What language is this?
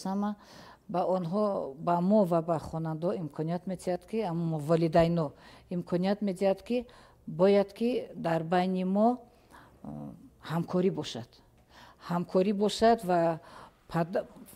Tajik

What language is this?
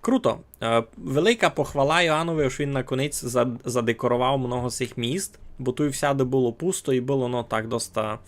Rusyn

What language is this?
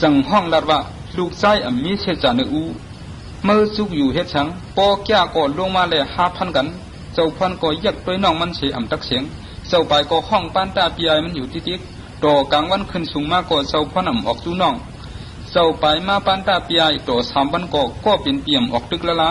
Shan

